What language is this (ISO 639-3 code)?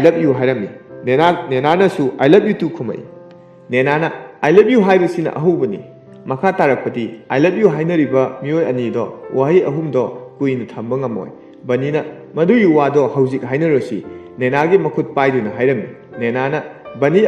mni